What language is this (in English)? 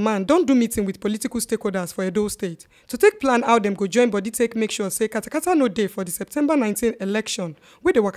Nigerian Pidgin